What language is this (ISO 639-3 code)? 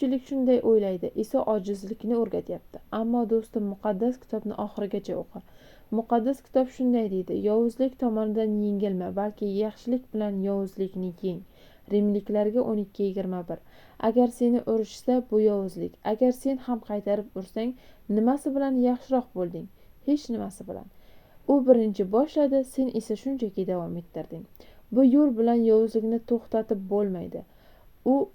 uzb